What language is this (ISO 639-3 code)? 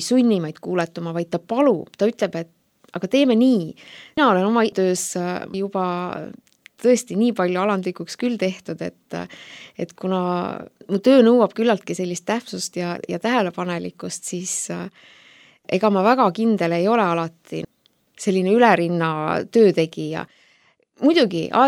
est